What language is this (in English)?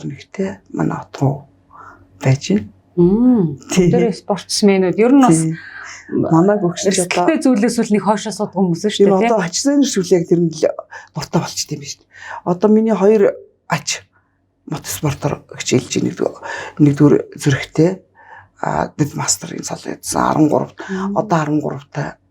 Mongolian